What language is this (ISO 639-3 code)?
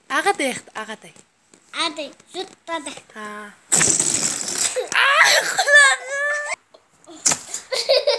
kaz